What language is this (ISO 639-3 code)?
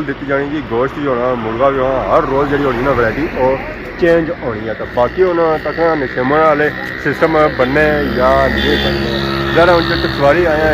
phr